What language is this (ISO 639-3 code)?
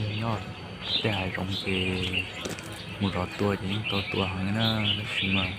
hmn